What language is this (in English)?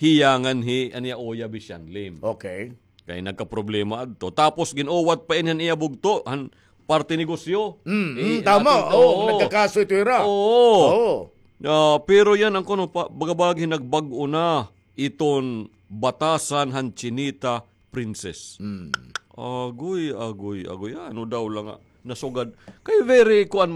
Waray